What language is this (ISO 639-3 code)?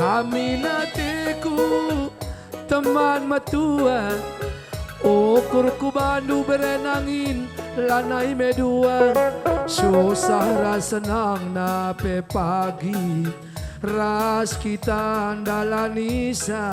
btx